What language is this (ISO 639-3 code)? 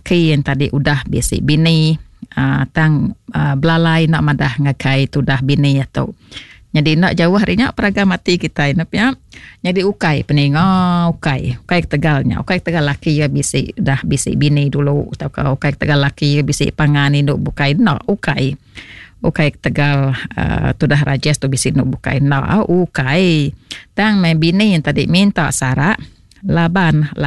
iba